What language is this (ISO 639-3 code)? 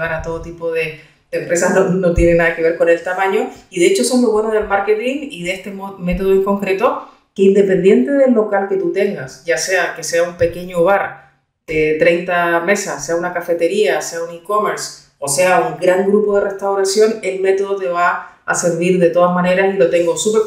spa